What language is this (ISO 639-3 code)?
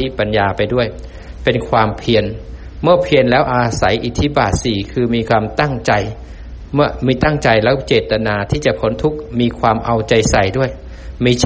tha